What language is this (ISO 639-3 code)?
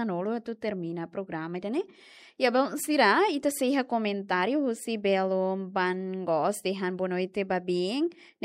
tet